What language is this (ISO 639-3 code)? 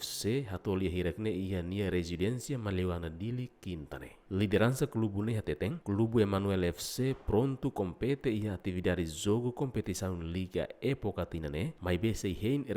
tet